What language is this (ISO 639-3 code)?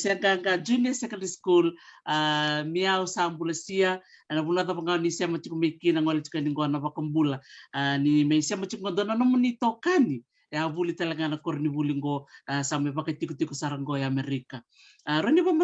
fij